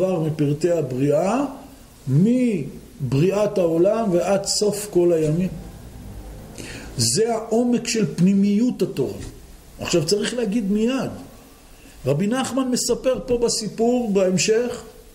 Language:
Hebrew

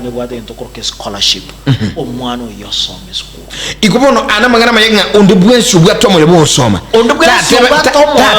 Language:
Gusii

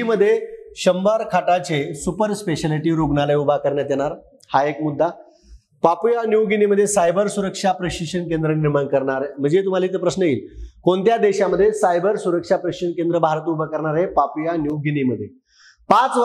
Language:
Marathi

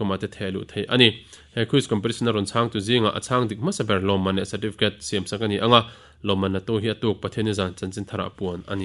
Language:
Mizo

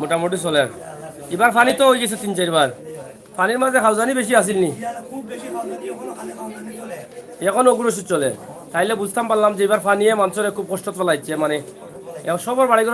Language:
Sylheti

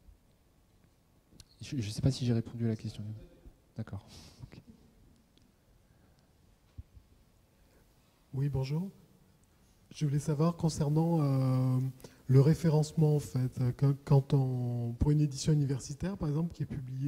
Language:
French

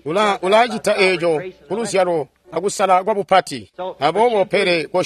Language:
Tonga (Zambia)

